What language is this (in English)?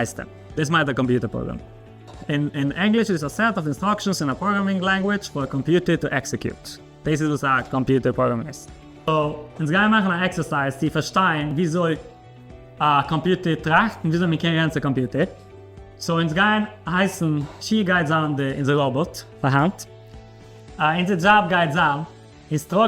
Yiddish